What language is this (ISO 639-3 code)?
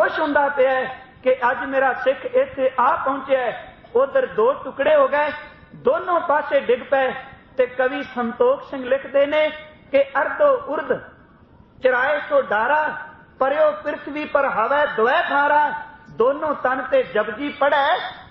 pan